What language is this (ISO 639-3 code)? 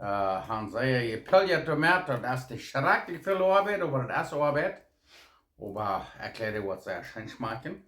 pdt